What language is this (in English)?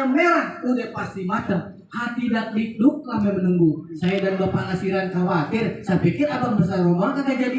Betawi